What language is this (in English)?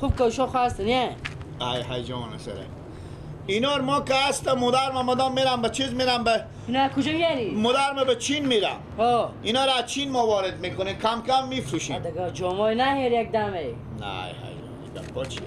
Persian